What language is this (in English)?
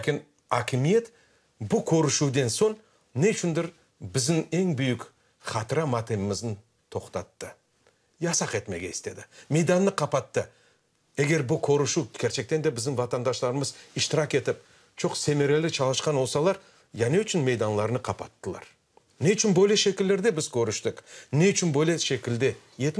Crimean Tatar